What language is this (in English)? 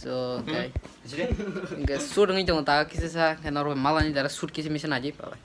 Kok Borok